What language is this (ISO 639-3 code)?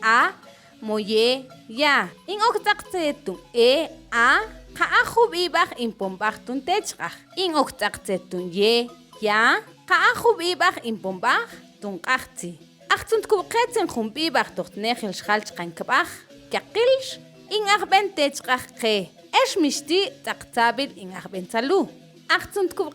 mam